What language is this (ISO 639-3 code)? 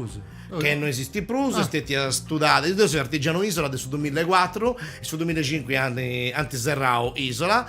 srd